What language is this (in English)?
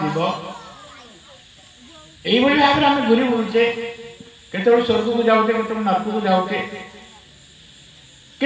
Odia